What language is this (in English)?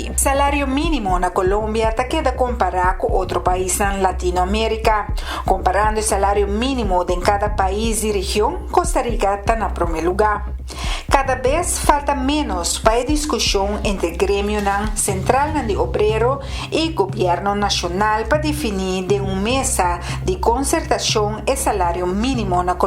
Papiamento